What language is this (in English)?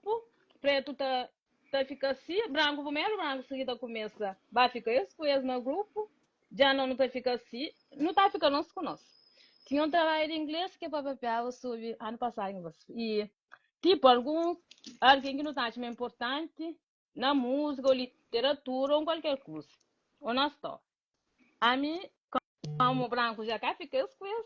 Kabuverdianu